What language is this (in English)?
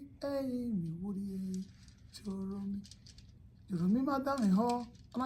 Bini